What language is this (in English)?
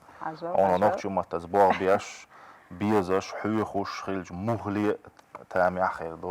Chechen